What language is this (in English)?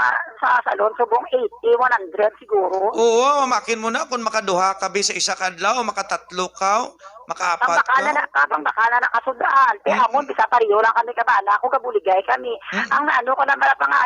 Hiligaynon